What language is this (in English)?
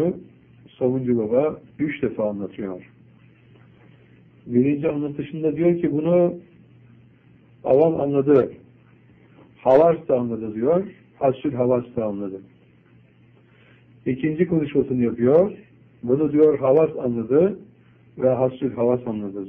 Turkish